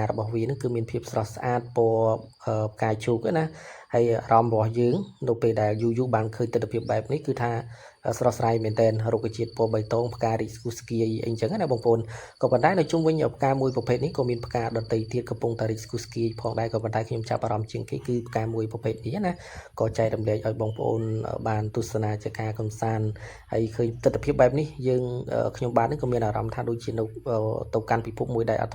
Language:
Khmer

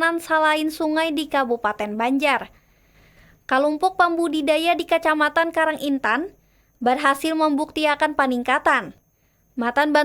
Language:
Banjar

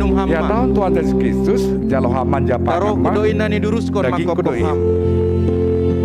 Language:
Batak Simalungun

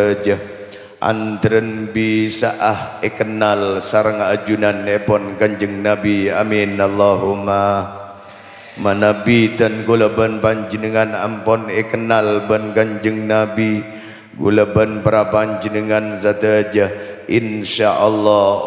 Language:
Madurese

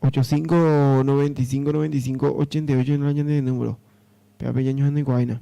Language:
Guarani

